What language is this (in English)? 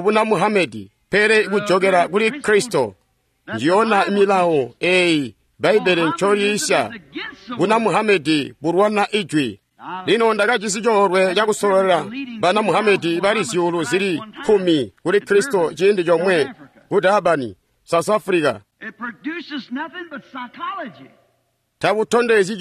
Tonga (Zambia)